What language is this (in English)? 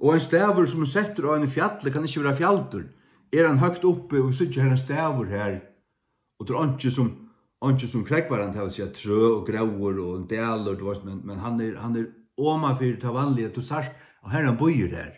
Faroese